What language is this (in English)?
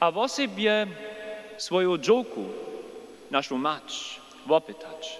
Upper Sorbian